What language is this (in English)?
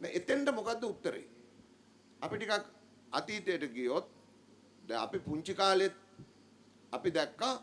Sinhala